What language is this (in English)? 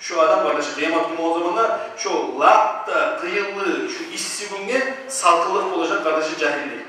Kumyk